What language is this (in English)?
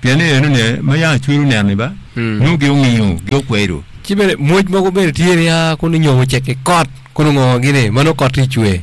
Acoli